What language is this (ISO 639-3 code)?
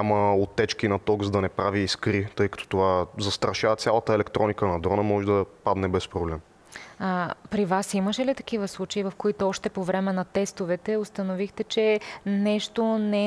bul